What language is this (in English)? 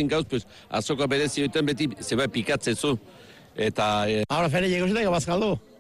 Basque